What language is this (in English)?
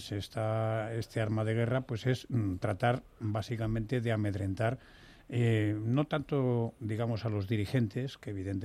Spanish